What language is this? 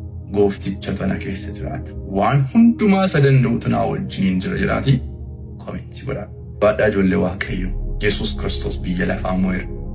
Oromo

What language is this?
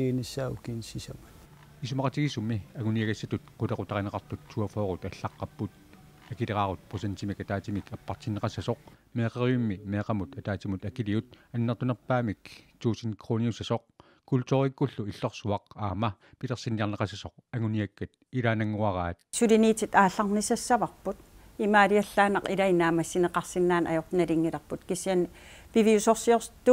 Kalaallisut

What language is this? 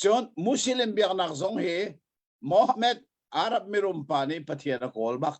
Hakha Chin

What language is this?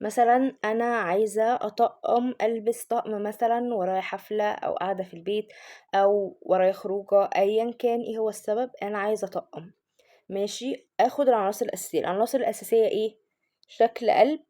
Egyptian Arabic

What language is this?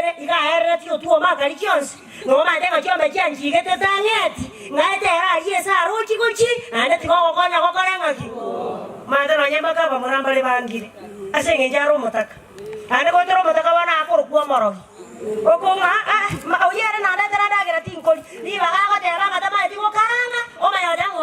Gusii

